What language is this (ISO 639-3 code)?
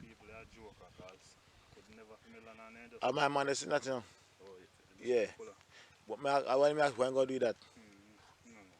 jam